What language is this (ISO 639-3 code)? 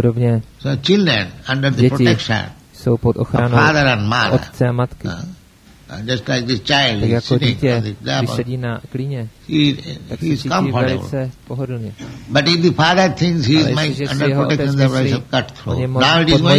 ces